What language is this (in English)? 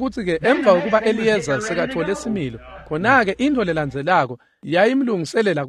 Swati